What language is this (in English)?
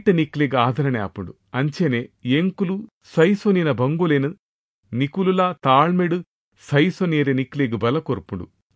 Tulu